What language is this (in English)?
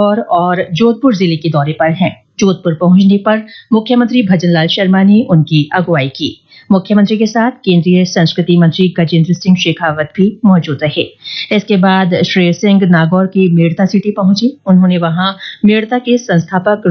Hindi